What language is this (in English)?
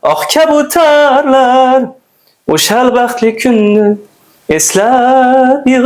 Uzbek